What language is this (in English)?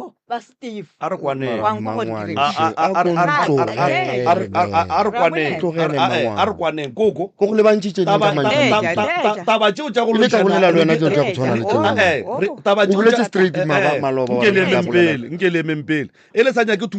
Northern Sotho